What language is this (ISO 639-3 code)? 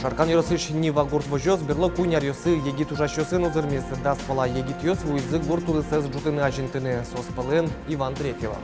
udm